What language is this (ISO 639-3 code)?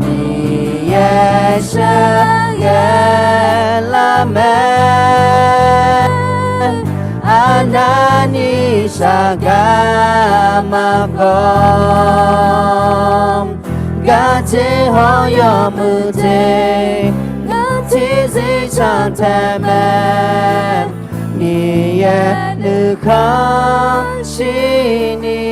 ahk